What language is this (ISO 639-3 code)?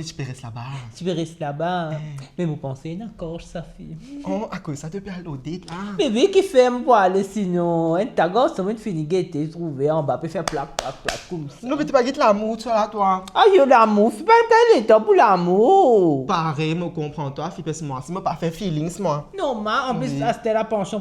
mfe